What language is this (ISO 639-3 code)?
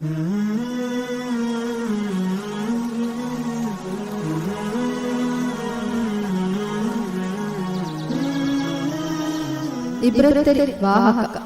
div